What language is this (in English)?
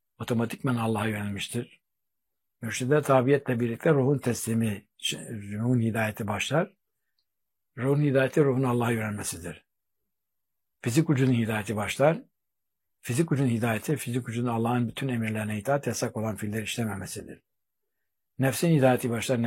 Turkish